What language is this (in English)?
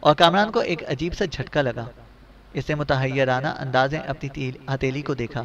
Urdu